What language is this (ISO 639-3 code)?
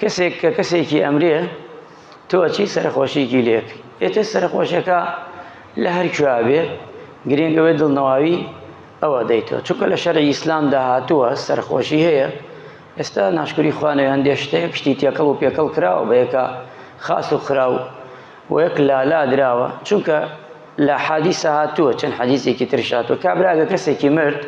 ckb